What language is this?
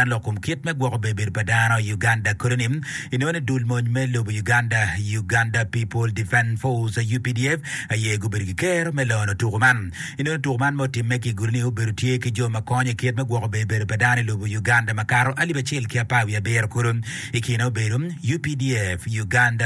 Acoli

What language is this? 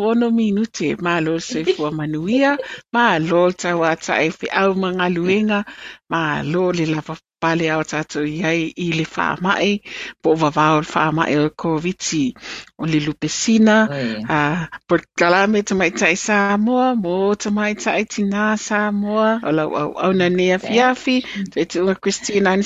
Samoan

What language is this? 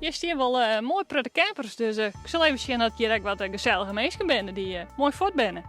Western Frisian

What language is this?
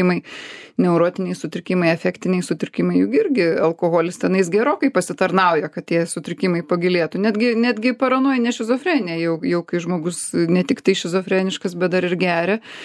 Lithuanian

